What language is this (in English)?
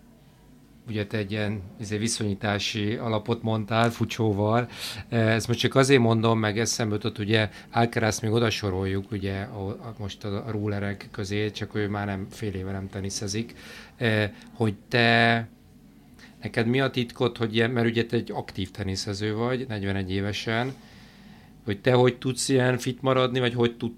Hungarian